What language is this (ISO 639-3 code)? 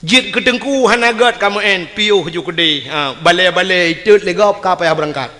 ace